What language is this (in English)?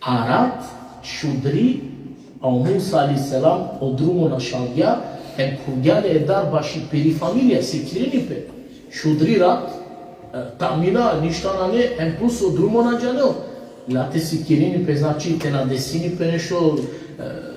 Balkan Romani